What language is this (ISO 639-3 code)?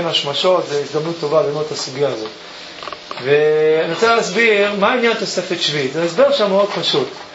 heb